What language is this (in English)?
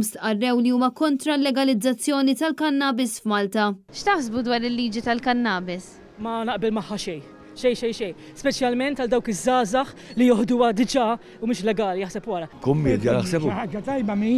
Maltese